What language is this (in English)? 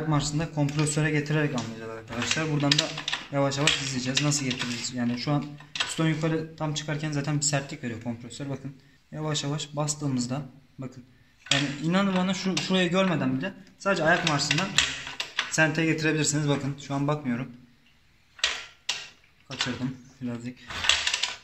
Turkish